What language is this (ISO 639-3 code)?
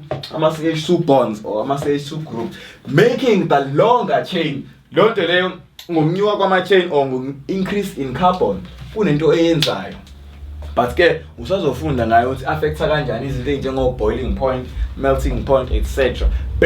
zul